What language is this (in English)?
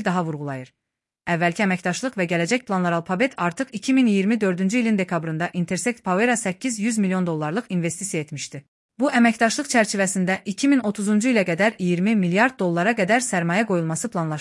Azerbaijani